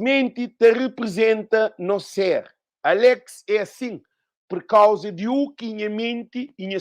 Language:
Kabuverdianu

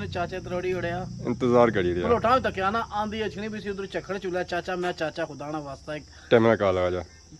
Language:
Pahari-Potwari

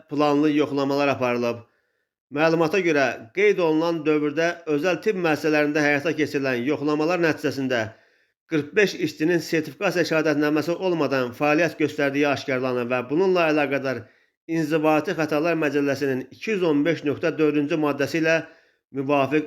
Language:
Azerbaijani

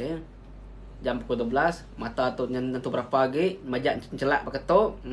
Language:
Iban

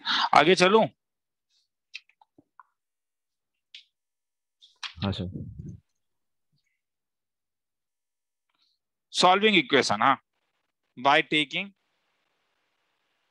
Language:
Hindi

